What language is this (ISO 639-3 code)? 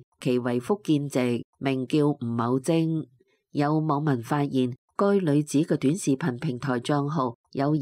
yue